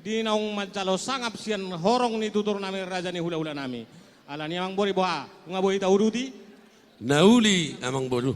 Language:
Batak Toba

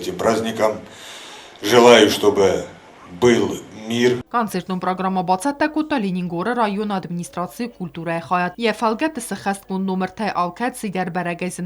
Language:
Ossetic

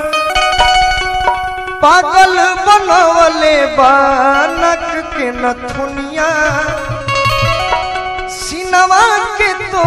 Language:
Bhojpuri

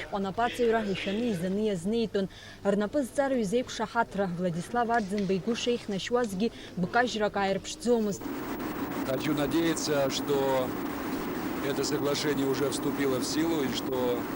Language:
Abkhazian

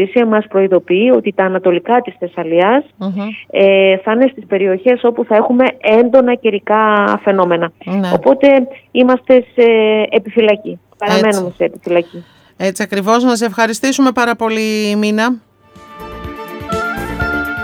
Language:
Greek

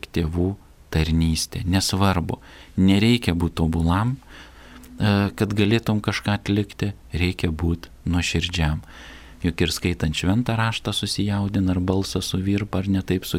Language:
Lithuanian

